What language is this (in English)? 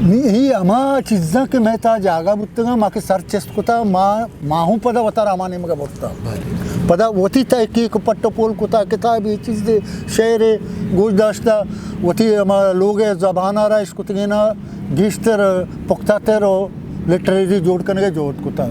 Eastern Balochi